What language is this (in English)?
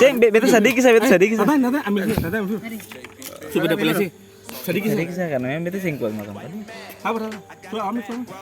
Ambonese Malay